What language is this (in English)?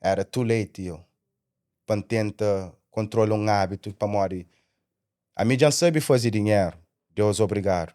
Kabuverdianu